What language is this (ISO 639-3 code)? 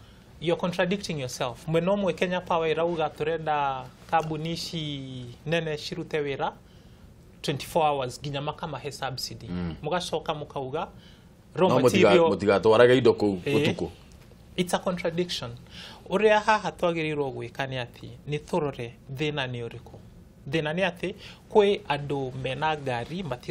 kik